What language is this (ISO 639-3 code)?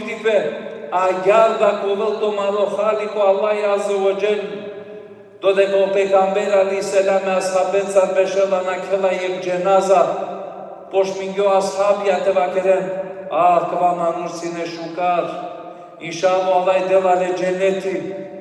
rmn